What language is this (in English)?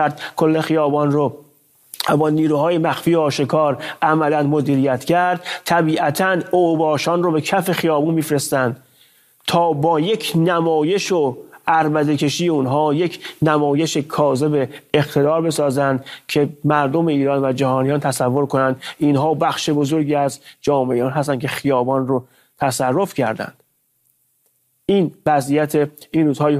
Persian